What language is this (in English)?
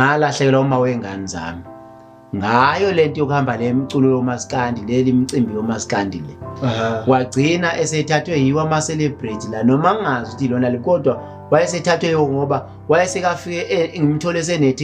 Zulu